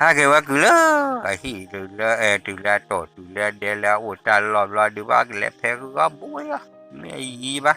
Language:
S'gaw Karen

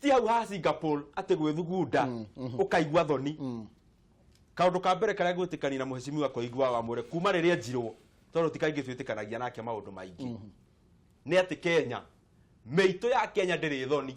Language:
Kikuyu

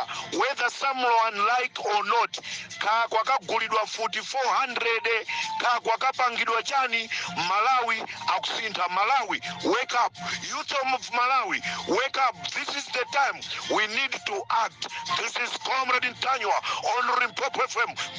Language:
Nyanja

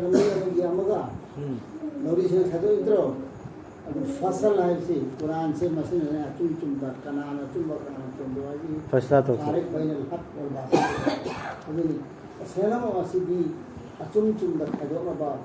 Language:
Manipuri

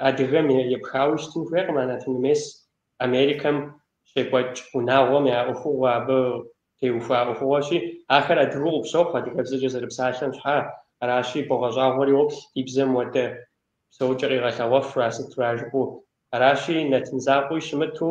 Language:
Kabardian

